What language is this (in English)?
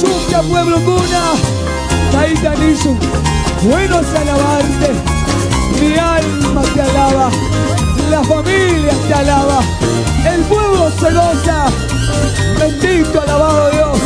Chimborazo Highland Quichua